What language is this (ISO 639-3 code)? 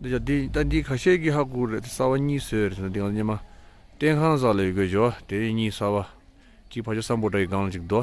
bod